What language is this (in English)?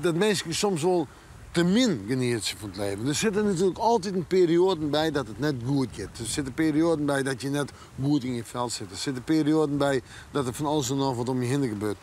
Western Frisian